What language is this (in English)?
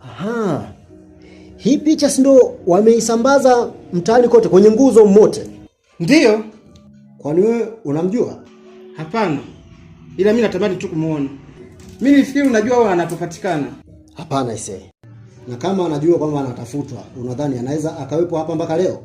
Swahili